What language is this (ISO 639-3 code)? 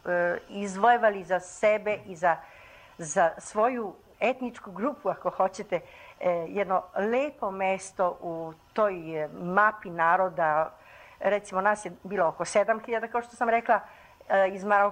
srp